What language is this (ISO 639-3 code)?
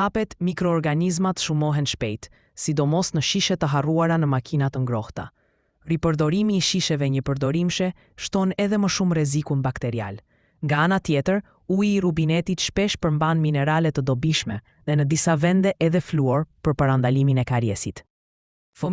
sqi